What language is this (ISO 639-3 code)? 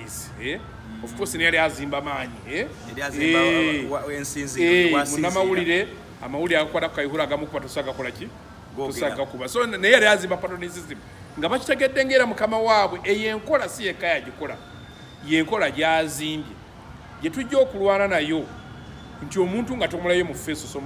lug